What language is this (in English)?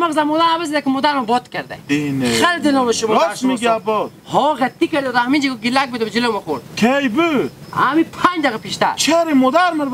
Hazaragi